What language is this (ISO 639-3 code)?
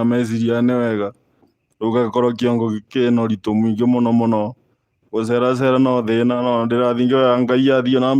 kik